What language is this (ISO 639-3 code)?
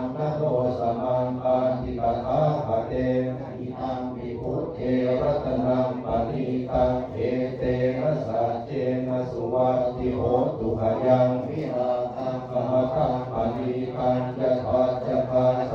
pli